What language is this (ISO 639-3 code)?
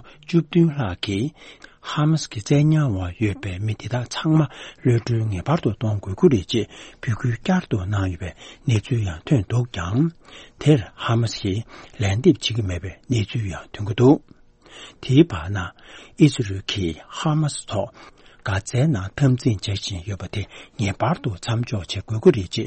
bod